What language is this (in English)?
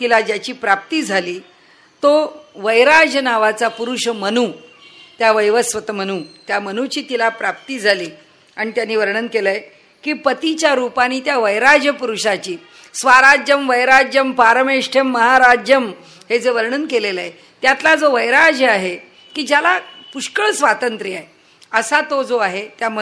Marathi